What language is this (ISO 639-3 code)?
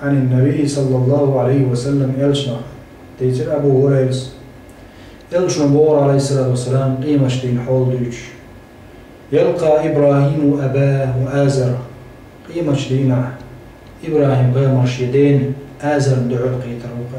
che